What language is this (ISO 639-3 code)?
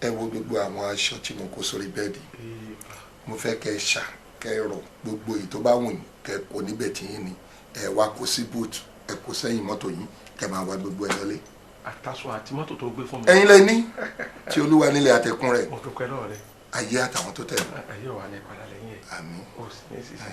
yor